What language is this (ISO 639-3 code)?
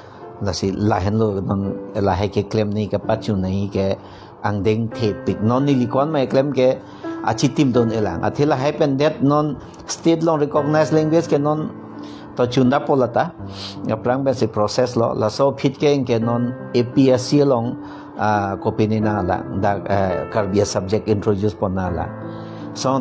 mjw